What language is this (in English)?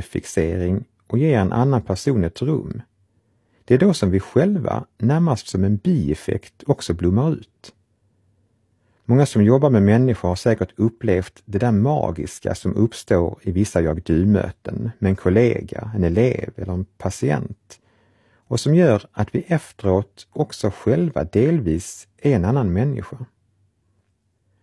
Swedish